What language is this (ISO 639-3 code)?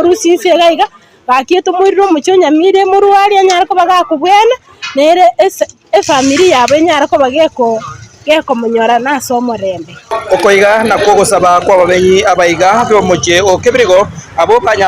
guz